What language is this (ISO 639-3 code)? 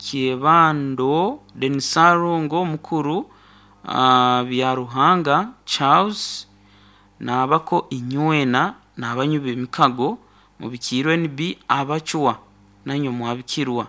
nyo